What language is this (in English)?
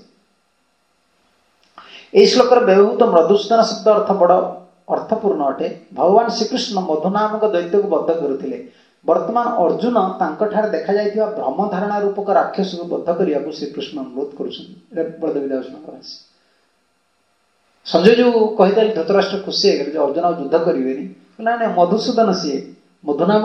Odia